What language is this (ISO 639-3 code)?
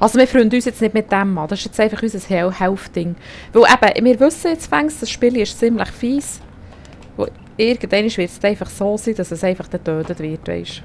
gsw